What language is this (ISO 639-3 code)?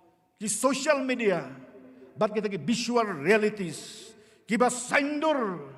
kha